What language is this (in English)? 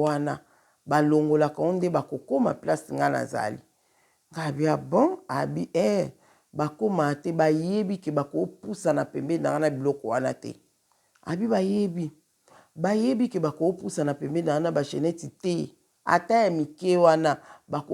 Lingala